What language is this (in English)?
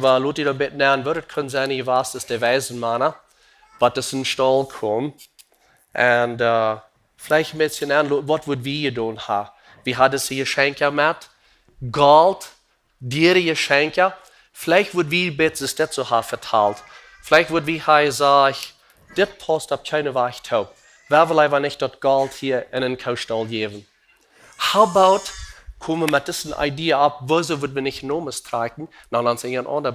Plautdietsch